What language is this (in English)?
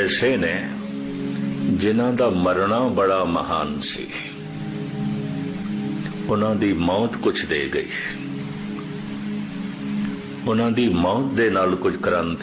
Punjabi